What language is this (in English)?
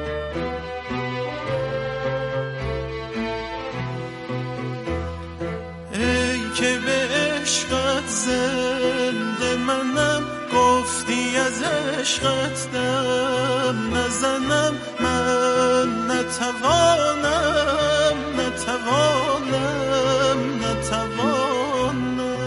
Persian